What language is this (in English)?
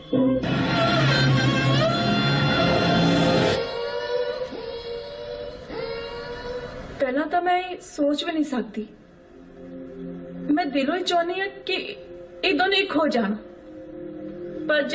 Punjabi